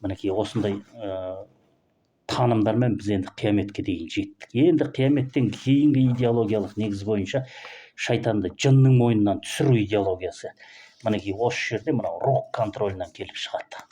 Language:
Kazakh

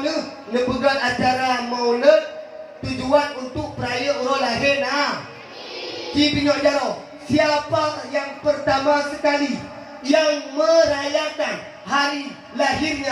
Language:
Achinese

